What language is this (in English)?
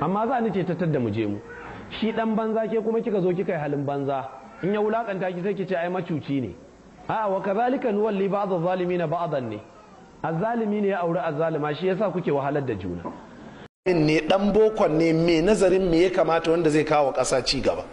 Hausa